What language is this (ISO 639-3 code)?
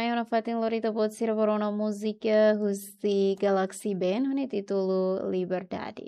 tet